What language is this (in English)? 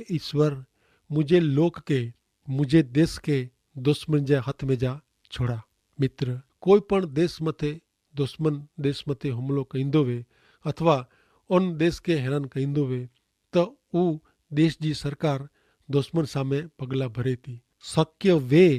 Kachhi